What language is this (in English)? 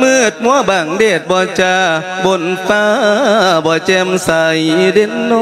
Lao